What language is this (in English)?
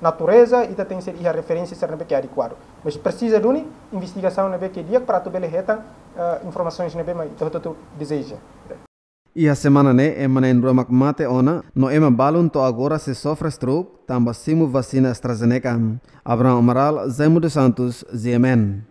Tetum